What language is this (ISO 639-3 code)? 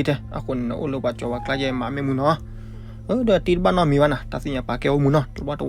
ksw